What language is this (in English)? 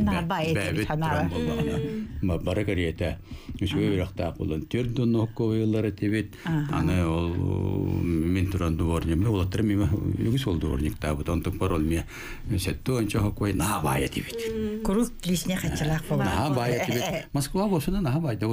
Yakut